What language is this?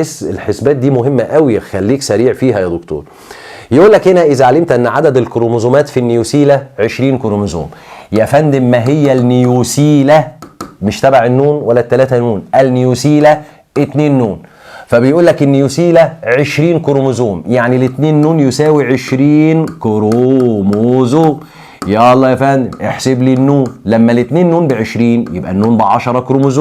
Egyptian Arabic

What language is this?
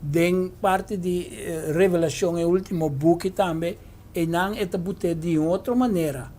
Papiamento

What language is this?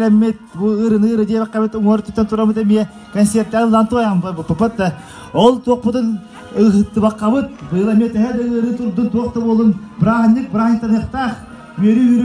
Yakut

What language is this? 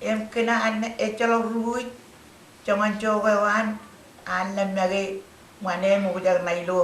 Marshallese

